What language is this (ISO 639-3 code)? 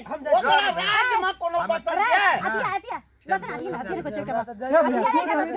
mai